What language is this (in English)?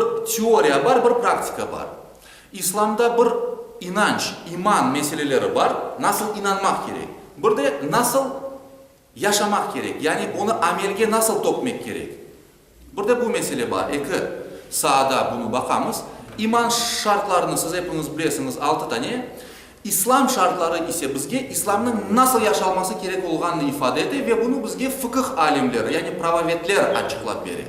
Crimean Tatar